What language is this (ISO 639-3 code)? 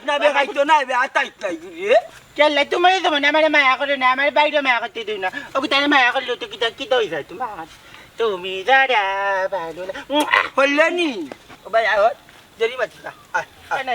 syl